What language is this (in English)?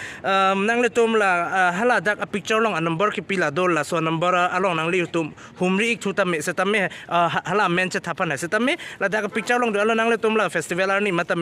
Karbi